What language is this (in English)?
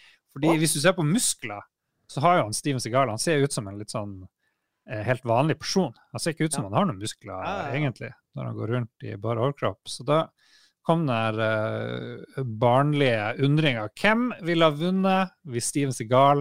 Norwegian